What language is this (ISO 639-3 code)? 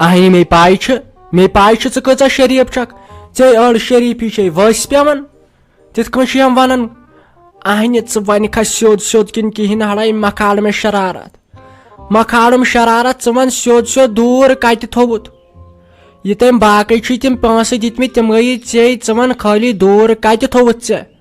kas